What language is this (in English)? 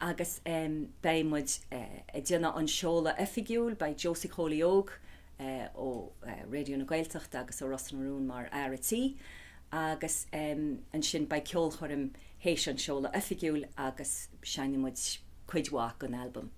Irish